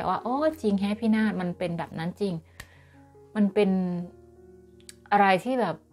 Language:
Thai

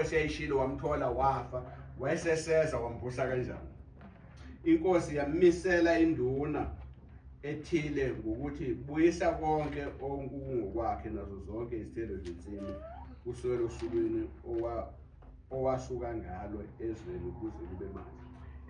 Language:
Zulu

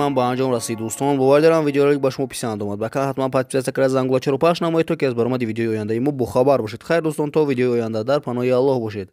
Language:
Tajik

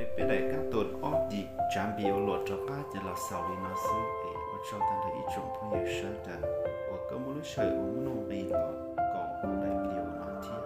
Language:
Hmong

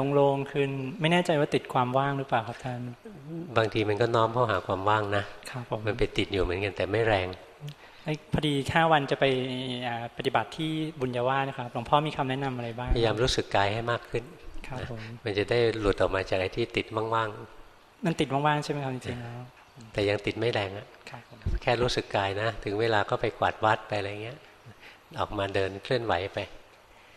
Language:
Thai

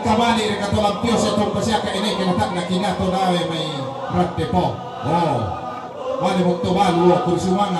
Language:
Toraja-Sa'dan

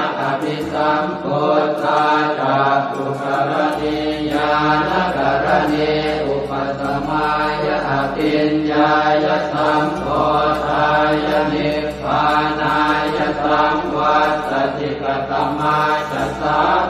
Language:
Pali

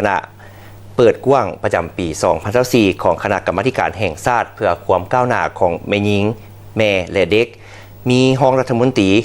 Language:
Lao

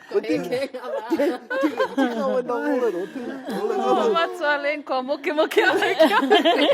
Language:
Māori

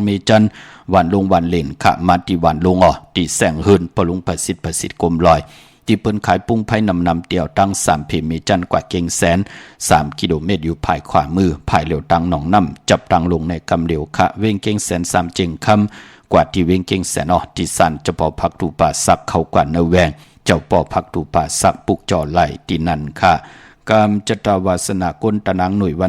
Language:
Shan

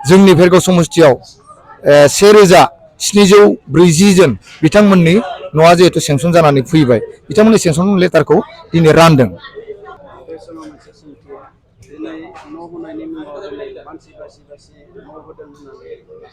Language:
Bodo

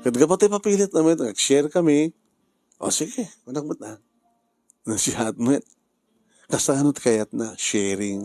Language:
Iloko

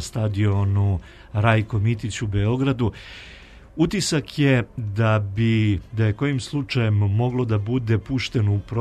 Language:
Serbian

